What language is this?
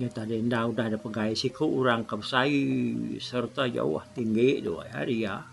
Iban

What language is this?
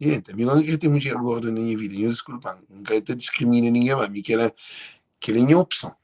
Kabuverdianu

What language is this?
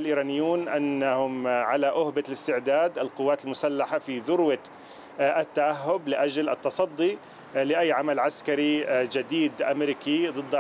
Arabic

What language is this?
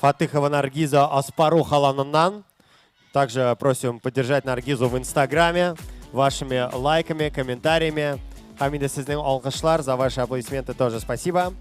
Tatar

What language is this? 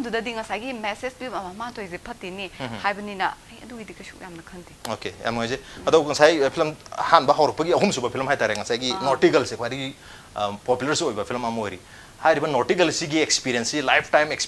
Manipuri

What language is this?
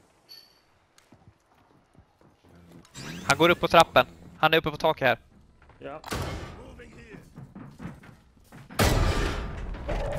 Swedish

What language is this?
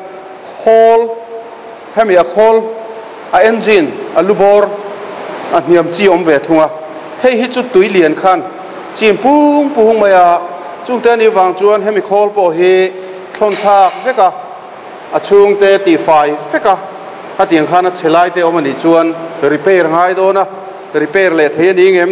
Mizo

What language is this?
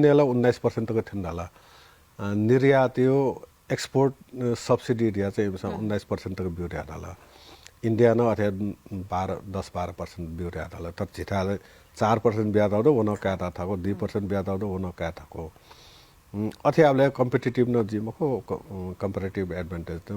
Newari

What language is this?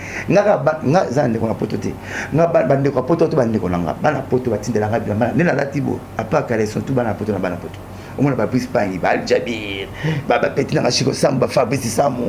Lingala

